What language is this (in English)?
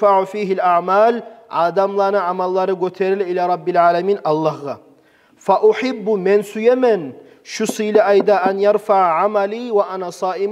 Kumyk